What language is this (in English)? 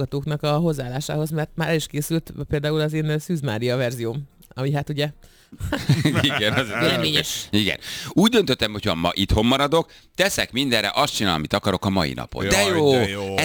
Hungarian